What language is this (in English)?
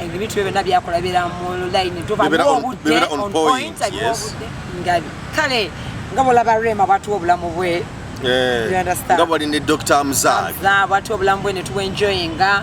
Ganda